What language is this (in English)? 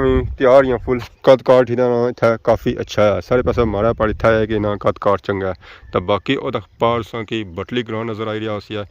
Pahari-Potwari